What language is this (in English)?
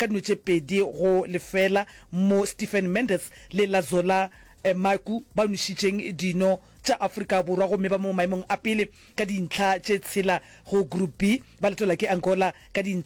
Northern Sotho